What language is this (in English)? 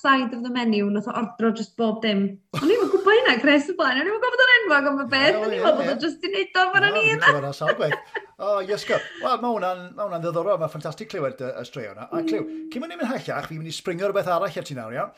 Welsh